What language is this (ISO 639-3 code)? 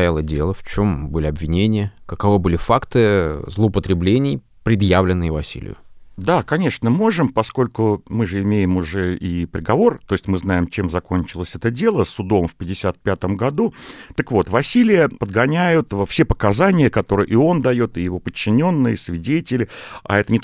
rus